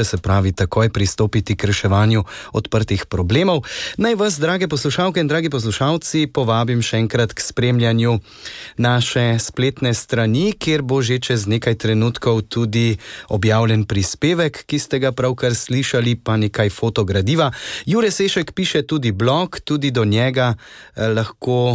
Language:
Slovenian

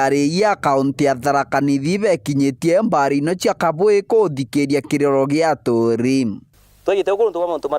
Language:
Meru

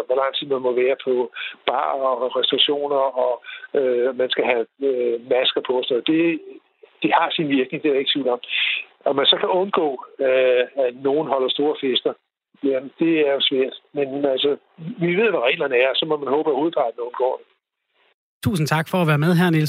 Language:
Danish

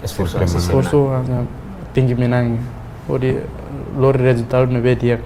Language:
Tetum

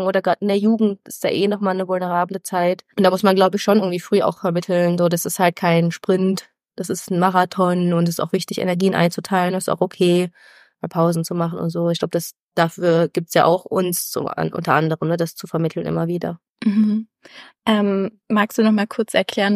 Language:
German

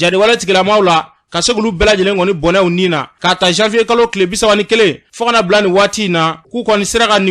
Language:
Bambara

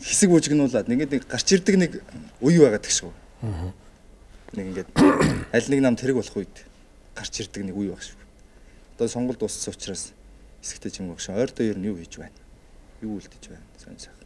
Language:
Mongolian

